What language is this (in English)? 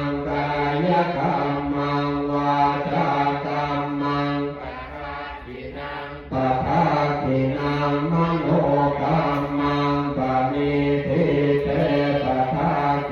Pali